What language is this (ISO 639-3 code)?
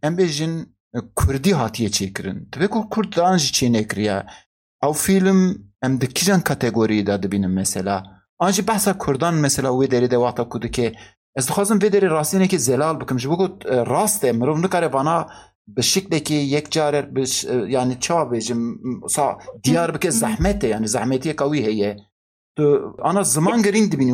kur